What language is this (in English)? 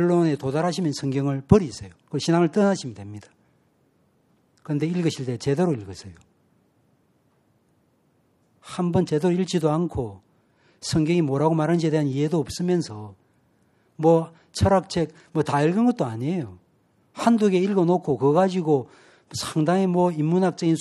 Korean